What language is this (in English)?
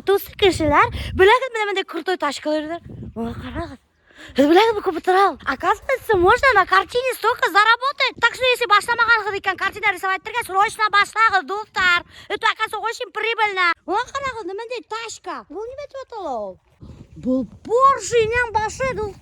Bashkir